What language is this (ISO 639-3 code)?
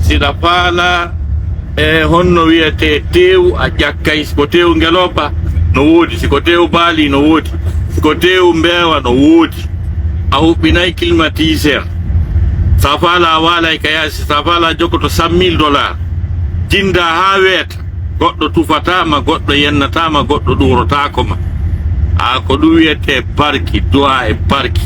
fuf